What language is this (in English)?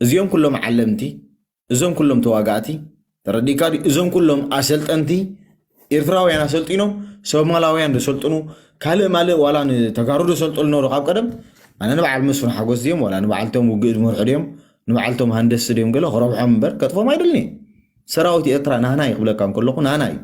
Tigrinya